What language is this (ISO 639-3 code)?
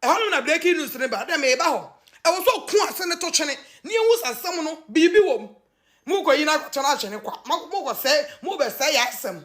aka